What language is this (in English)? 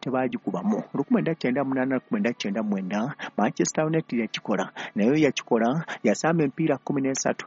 Ganda